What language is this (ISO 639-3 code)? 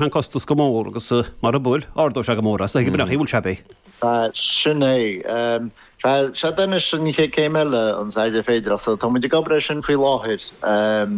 gle